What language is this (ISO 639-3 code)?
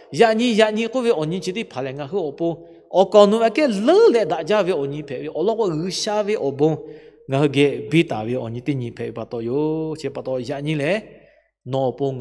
lhu